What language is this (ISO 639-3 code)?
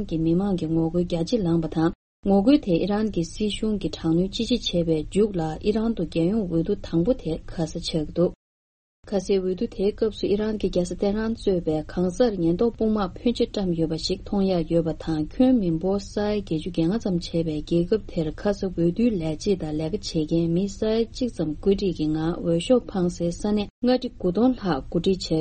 bod